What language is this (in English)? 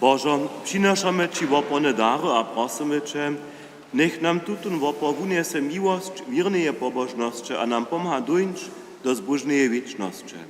Upper Sorbian